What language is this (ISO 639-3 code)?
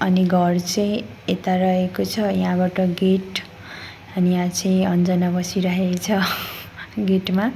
nep